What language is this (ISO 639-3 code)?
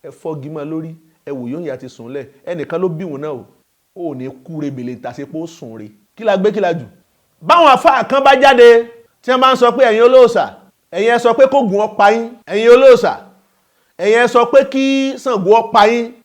yor